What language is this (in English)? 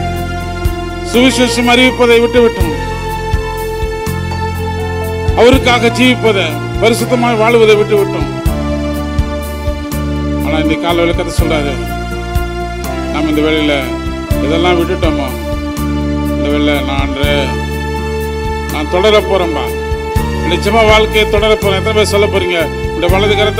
Tamil